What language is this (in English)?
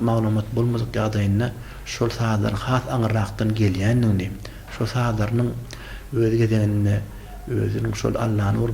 Turkmen